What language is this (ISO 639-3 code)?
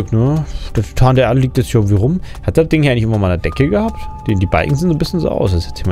deu